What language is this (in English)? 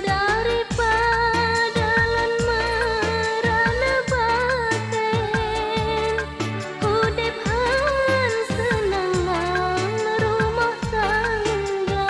Achinese